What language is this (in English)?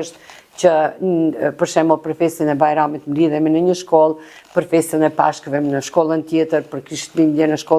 Albanian